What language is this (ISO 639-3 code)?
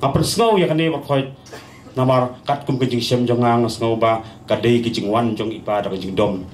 kha